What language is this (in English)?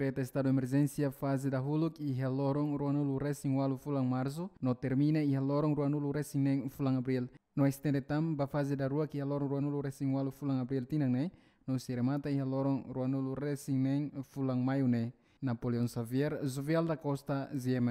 Tetum